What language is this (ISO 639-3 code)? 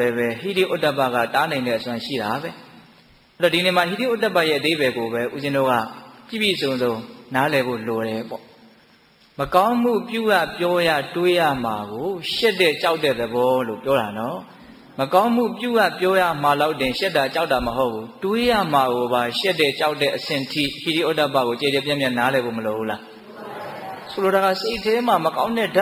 mya